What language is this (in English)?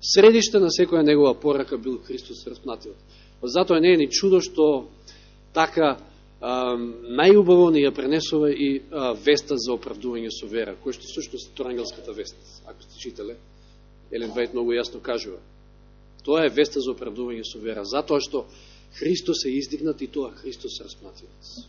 Macedonian